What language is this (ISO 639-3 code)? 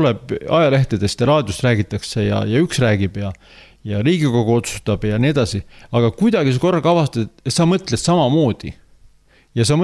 est